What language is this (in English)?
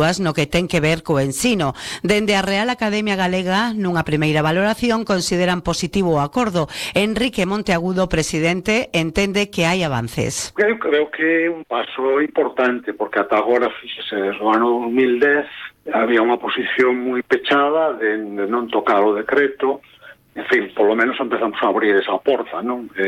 Galician